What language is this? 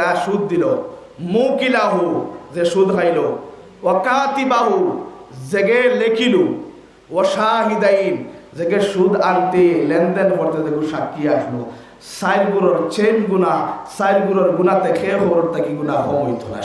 Sylheti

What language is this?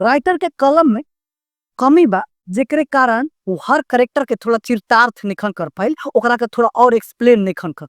Bhojpuri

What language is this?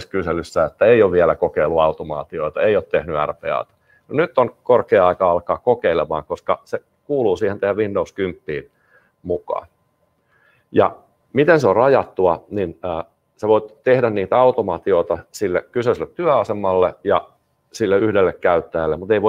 Finnish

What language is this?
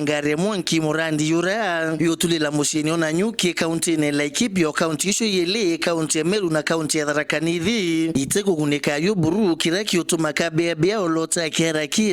Meru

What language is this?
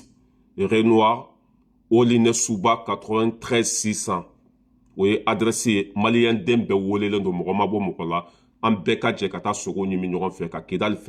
Bambara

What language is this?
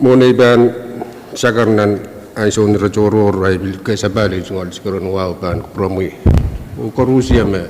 Pohnpeian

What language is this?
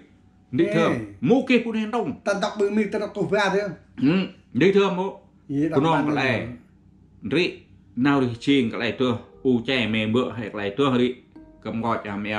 Central Mnong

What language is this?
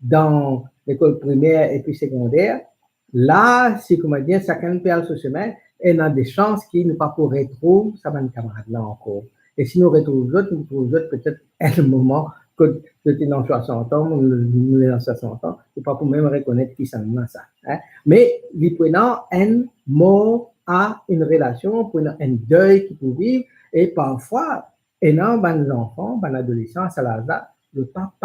Morisyen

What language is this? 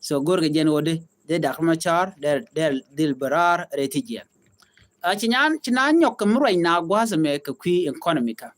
Nuer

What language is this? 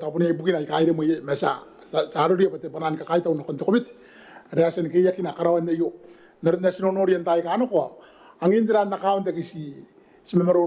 Gilbertese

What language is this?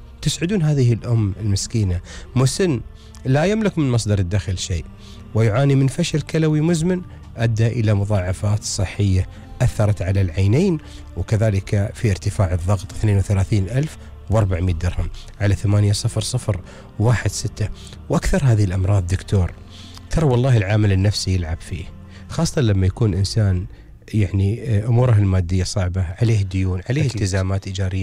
Gulf Arabic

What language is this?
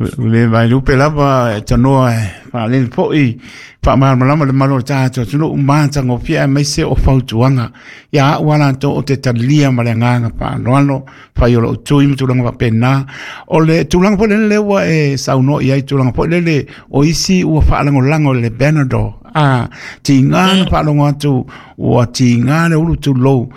Samoan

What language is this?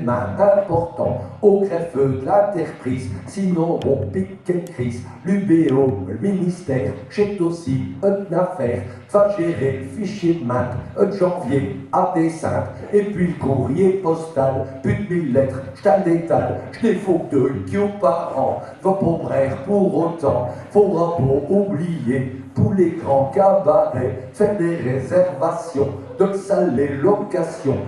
Picard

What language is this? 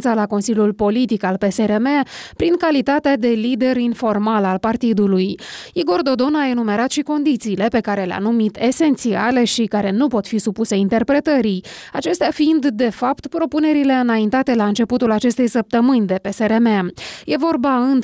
Romanian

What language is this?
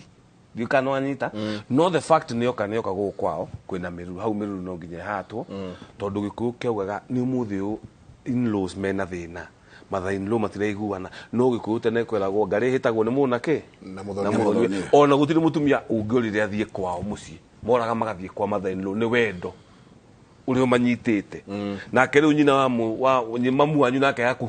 Kikuyu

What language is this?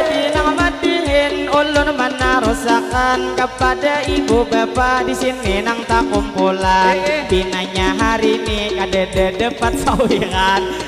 Banjar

